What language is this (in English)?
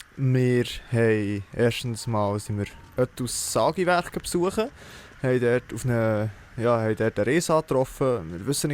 Swiss German